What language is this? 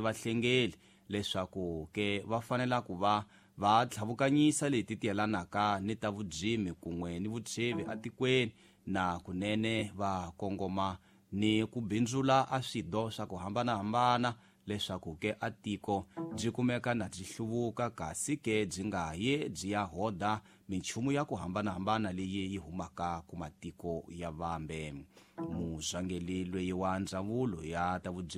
Tsonga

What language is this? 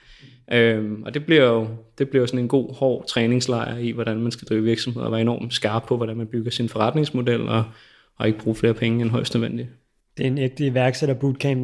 Danish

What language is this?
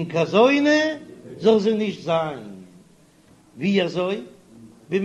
Yiddish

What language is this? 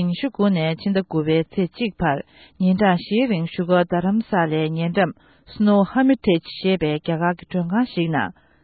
Tibetan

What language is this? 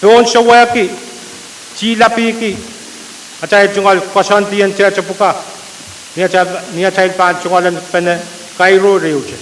Pohnpeian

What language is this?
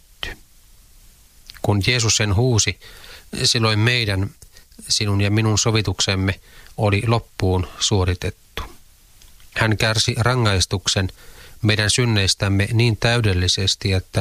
Finnish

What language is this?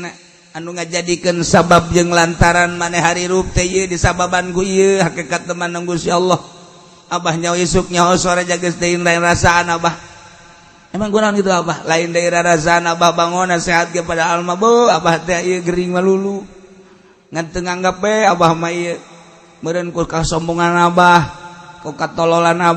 Sundanese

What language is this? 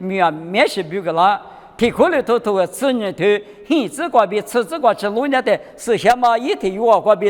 Lisu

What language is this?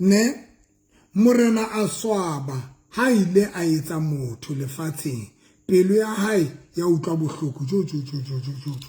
Southern Sotho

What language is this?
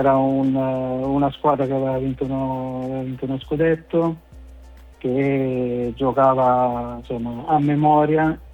Italian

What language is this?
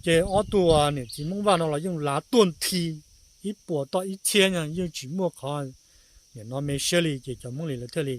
Hmong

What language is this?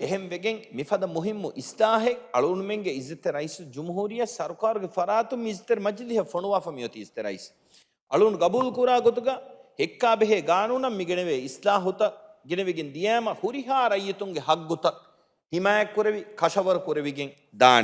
Divehi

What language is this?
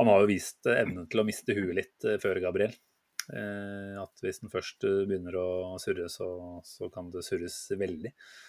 Norwegian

